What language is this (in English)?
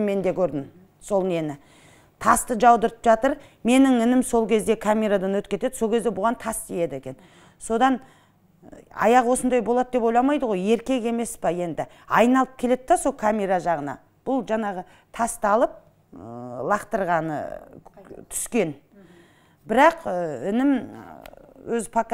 Kazakh